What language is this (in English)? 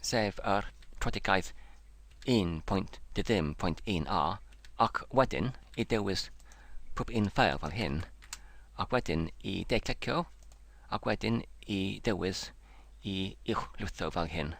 Welsh